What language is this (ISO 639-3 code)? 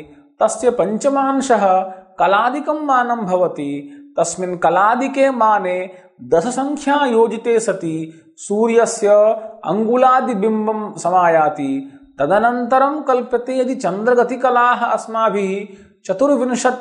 san